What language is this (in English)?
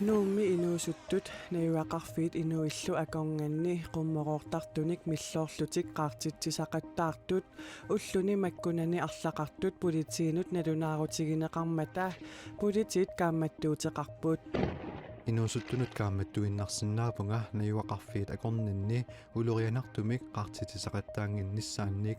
Kalaallisut